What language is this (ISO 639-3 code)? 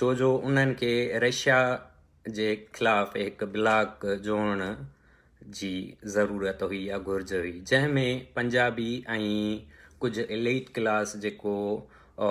snd